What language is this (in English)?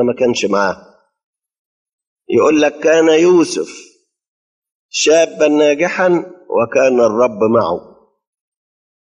Egyptian Arabic